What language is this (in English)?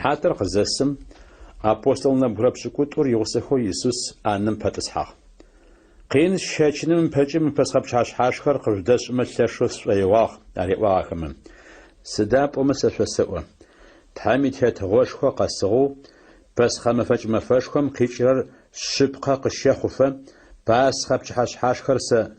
Adyghe